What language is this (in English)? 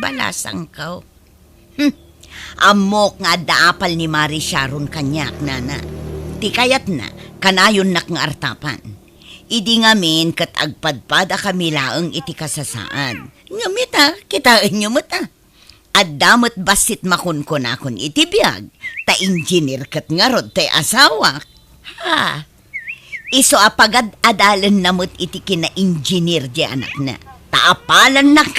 Iloko